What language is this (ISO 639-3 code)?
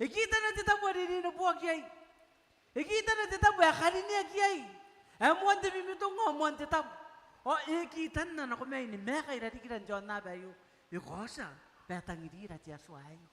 gil